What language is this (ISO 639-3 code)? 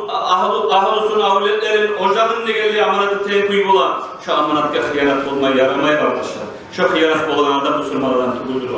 kum